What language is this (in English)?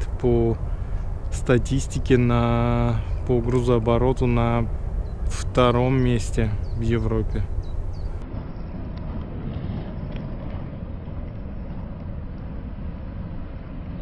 Russian